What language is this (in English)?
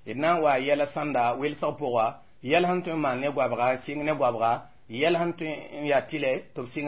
Mossi